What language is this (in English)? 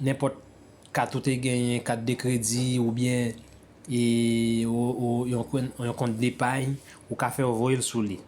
Haitian Creole